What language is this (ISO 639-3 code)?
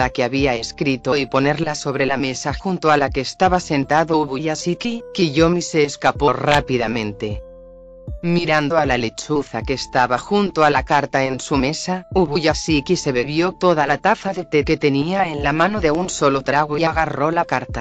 spa